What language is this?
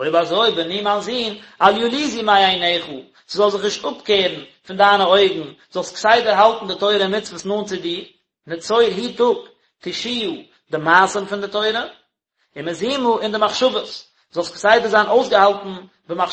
Yiddish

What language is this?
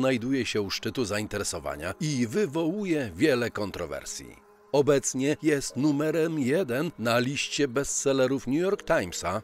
Polish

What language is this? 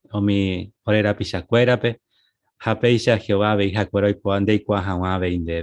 Guarani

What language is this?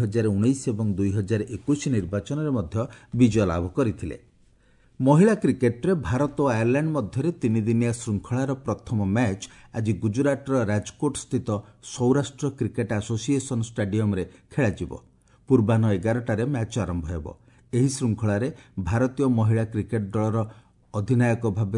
Odia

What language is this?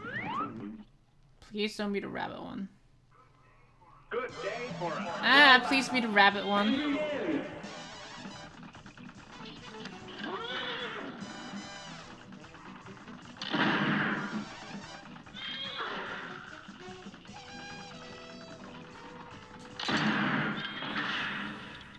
English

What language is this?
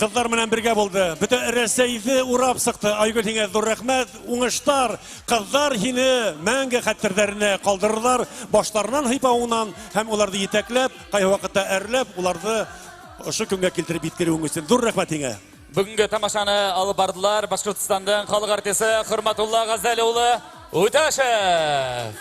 Bashkir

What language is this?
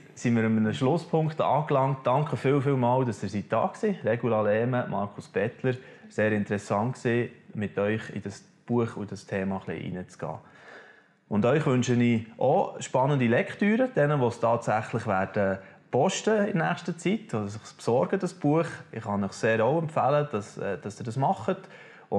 Swiss German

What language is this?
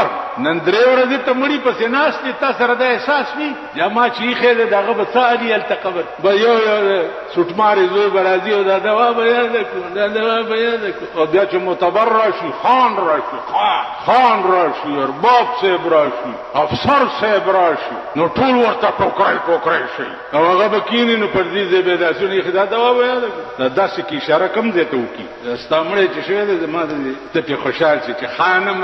Pashto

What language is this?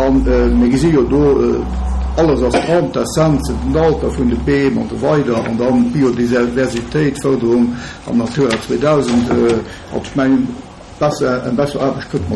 Luxembourgish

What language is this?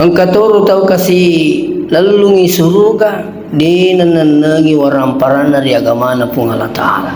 Buginese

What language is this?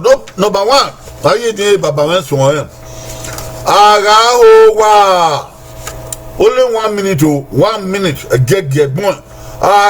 Bini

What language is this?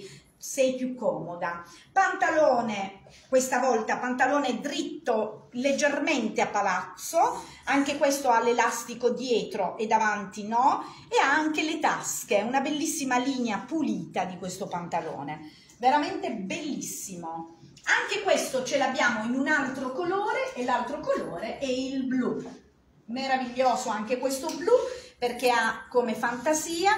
Italian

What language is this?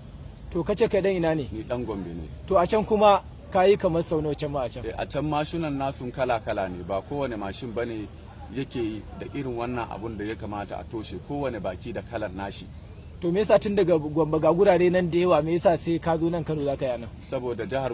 Hausa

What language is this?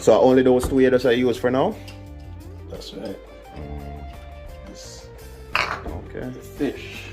Jamaican Creole English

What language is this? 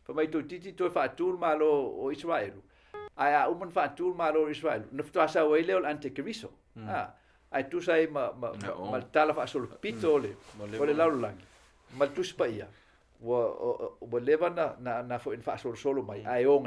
Samoan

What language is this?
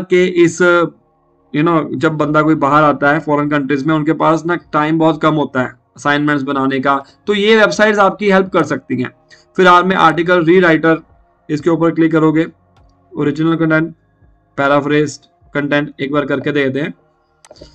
Hindi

